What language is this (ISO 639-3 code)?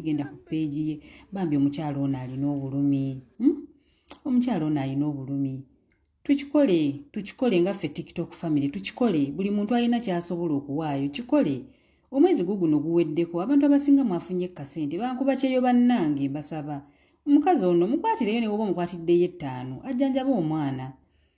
lug